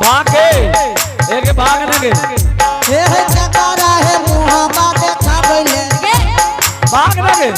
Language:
Angika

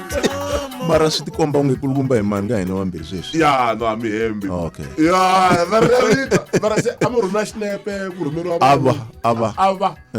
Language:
Tsonga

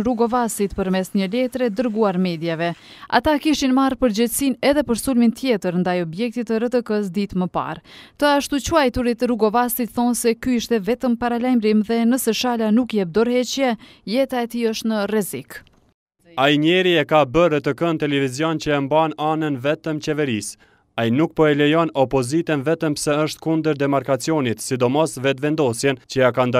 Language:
Albanian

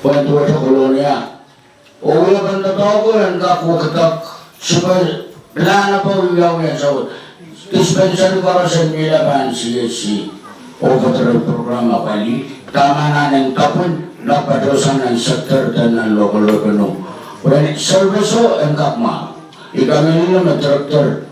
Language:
Pohnpeian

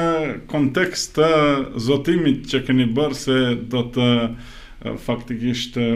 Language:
Albanian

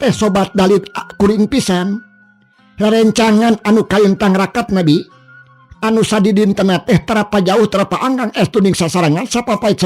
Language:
Sundanese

